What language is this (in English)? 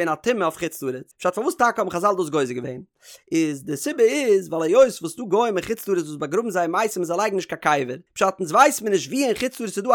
Yiddish